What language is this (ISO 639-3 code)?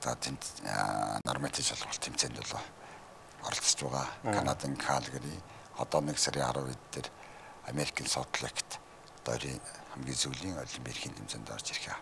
mon